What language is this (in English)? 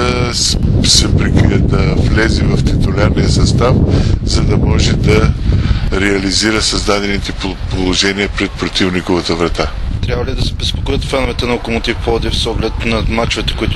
Bulgarian